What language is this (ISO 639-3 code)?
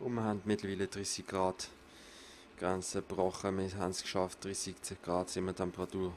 gsw